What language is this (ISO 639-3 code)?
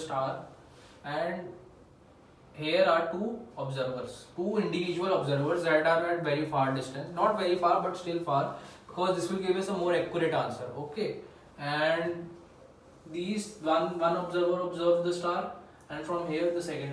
eng